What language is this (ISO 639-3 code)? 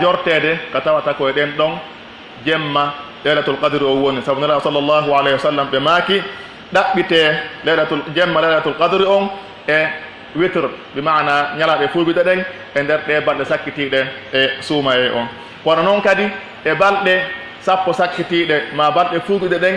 fuf